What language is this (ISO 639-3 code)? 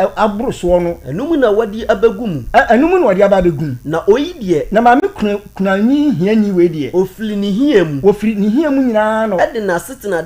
aka